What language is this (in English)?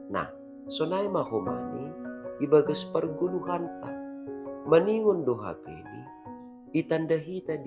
Batak Simalungun